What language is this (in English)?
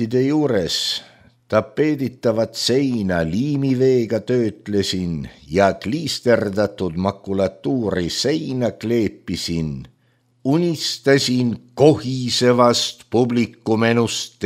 Estonian